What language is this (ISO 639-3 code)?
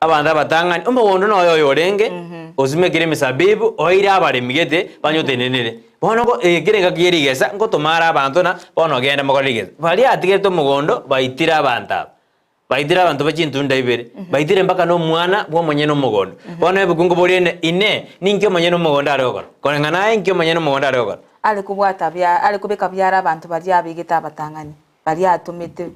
guz